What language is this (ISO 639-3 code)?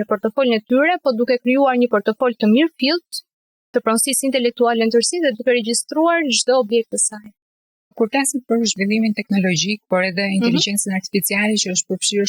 sqi